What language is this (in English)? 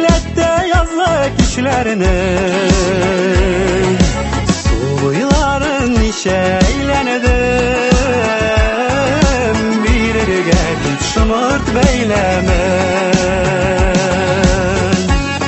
Tatar